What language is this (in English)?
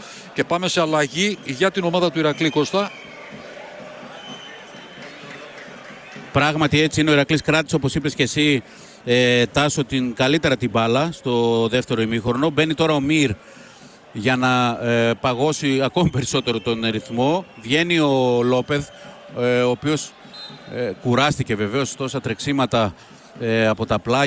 Greek